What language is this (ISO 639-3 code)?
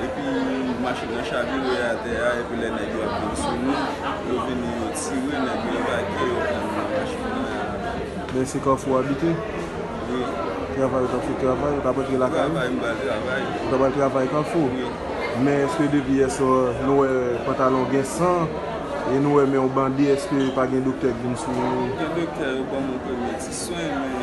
hat